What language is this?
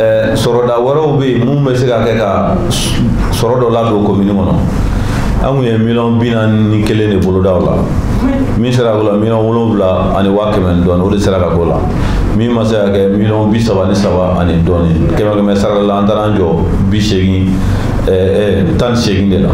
Bambara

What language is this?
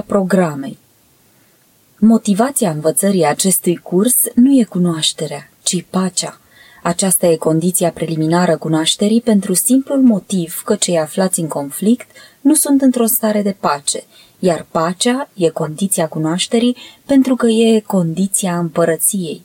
Romanian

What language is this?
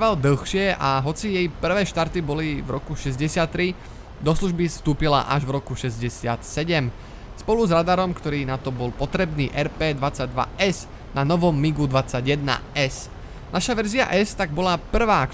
Slovak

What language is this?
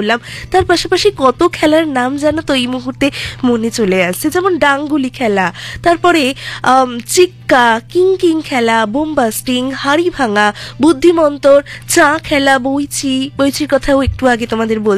Bangla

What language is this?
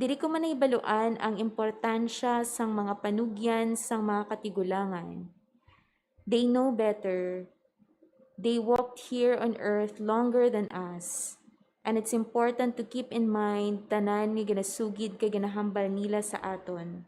Hiligaynon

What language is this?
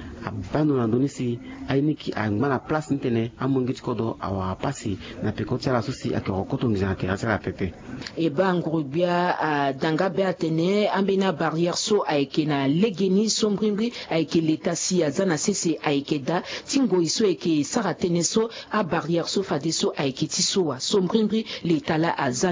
Sango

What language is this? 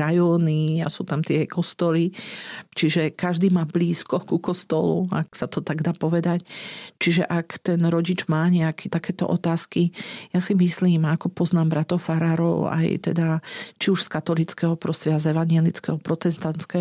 Slovak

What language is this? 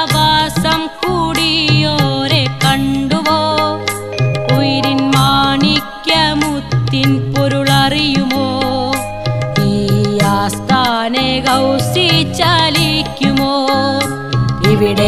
Malayalam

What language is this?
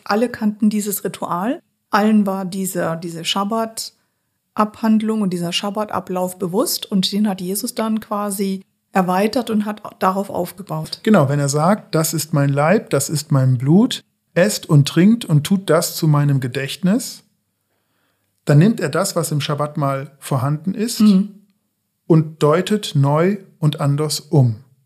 German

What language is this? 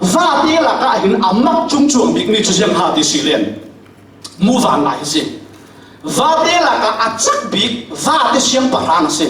Falam Chin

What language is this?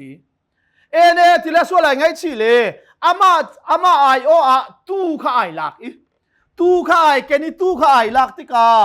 Hakha Chin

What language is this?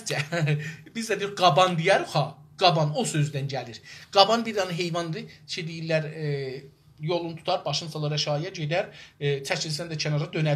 South Azerbaijani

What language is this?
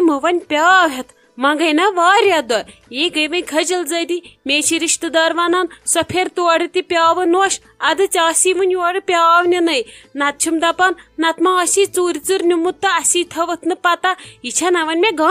Kashmiri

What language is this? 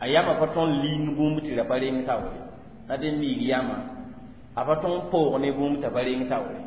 Mossi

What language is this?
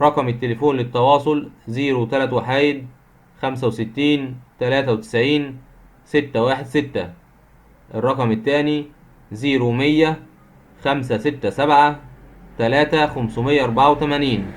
Egyptian Arabic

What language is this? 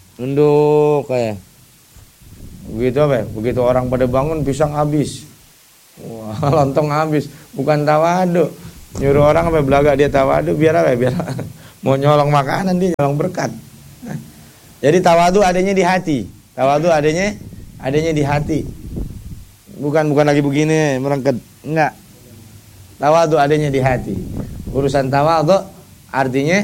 Indonesian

